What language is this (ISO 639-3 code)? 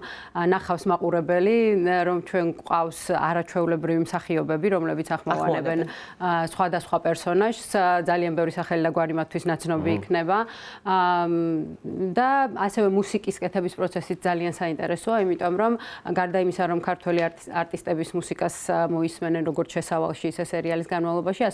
kat